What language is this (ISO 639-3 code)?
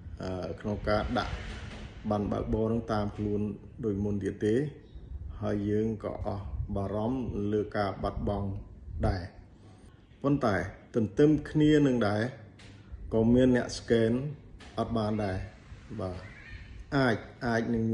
khm